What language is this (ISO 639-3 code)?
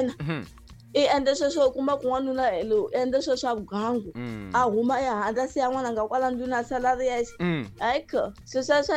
tso